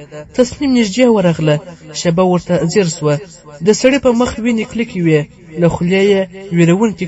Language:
Pashto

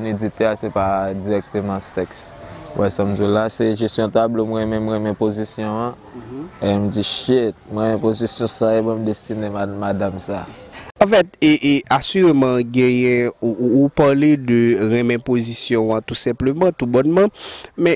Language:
Haitian Creole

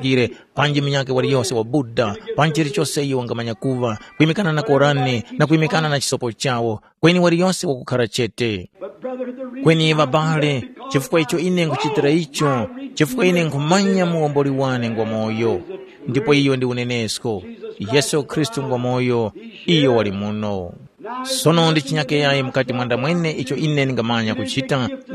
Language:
Tumbuka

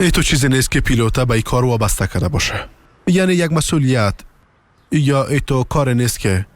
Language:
Persian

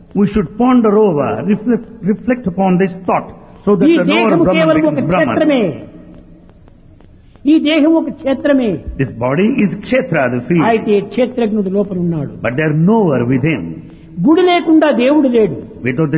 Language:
Telugu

